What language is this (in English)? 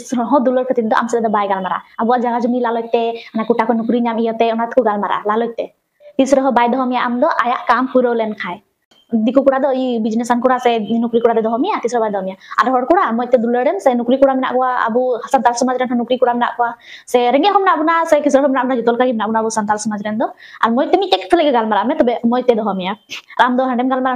Santali